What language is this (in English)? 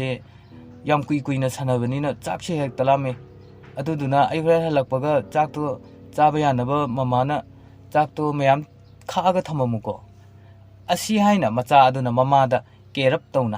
Manipuri